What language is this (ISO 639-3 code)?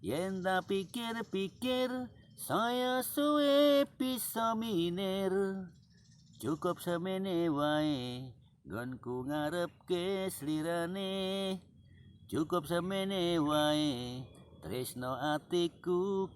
jav